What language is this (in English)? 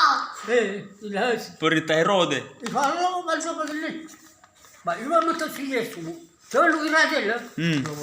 Nias